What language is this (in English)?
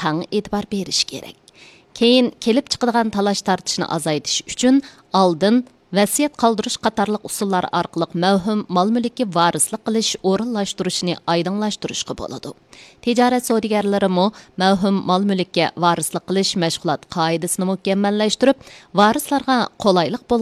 Uyghur